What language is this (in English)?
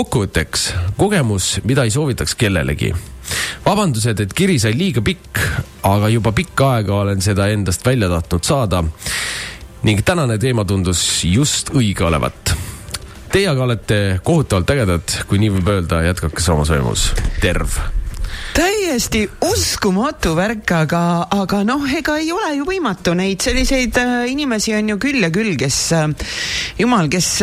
Estonian